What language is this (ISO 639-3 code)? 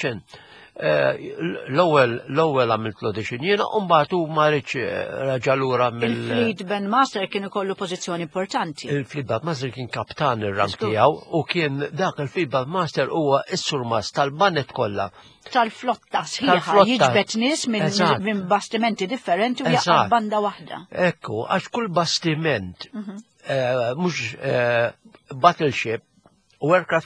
mlt